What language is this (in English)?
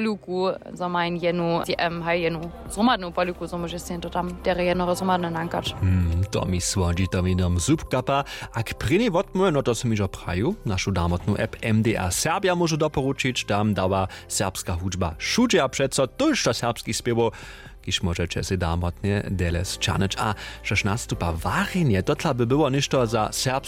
Upper Sorbian